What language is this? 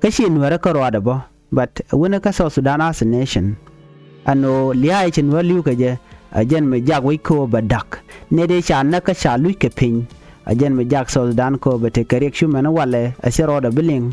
Nuer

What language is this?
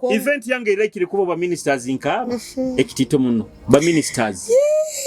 Nyoro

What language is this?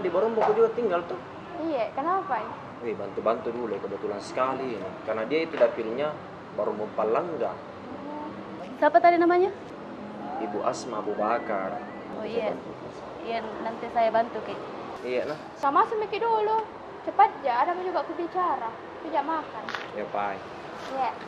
Makassar Malay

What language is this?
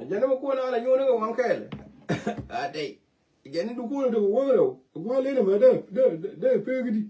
Nuer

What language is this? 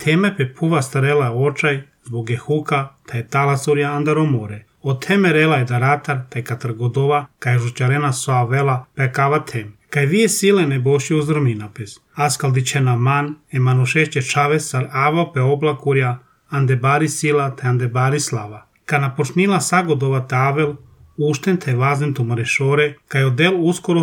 Serbian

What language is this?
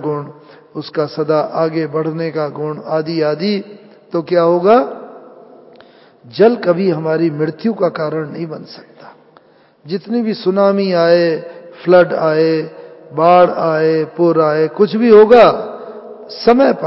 Hindi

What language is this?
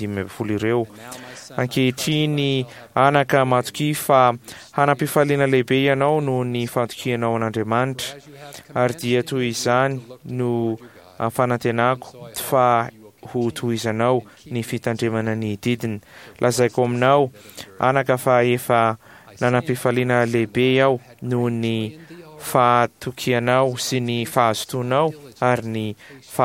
Malagasy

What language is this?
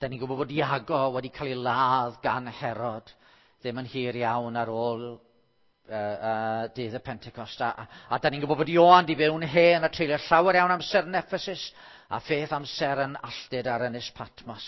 Welsh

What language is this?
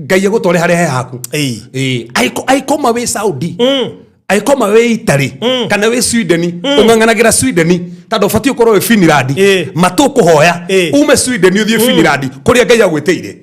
Kikuyu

